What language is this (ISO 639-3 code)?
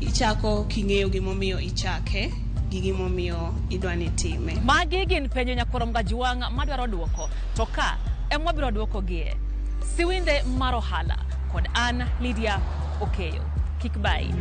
luo